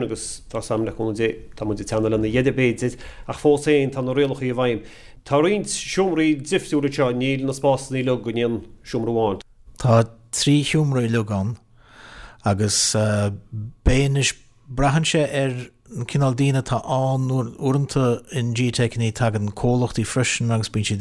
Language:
Irish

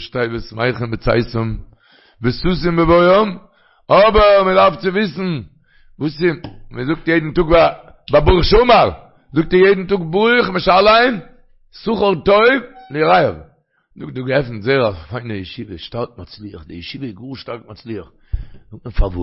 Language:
Yiddish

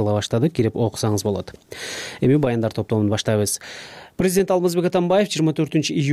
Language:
Kyrgyz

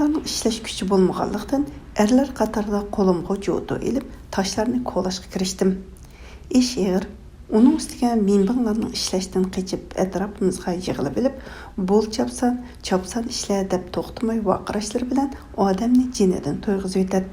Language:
Uyghur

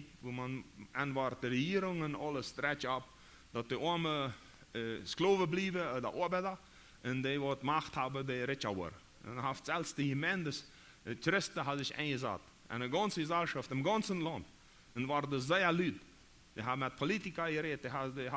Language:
Plautdietsch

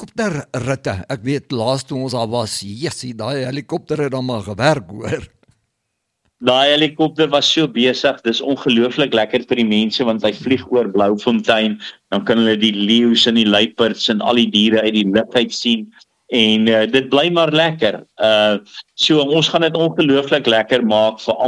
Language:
Afrikaans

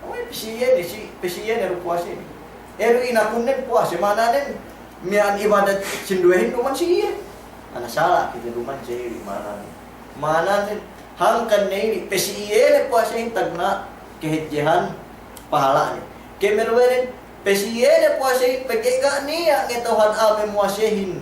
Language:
Yakan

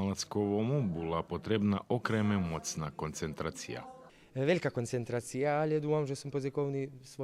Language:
Rusyn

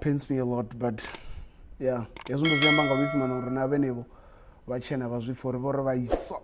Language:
Venda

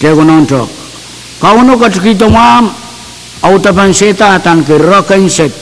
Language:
Pohnpeian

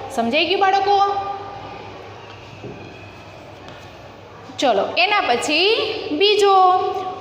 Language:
Gujarati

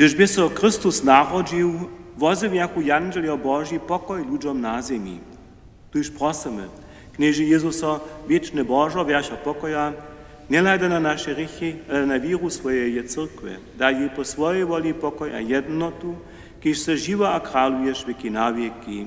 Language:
Upper Sorbian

